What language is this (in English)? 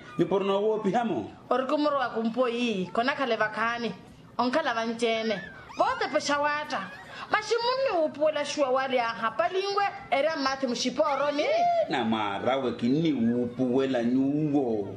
Makhuwa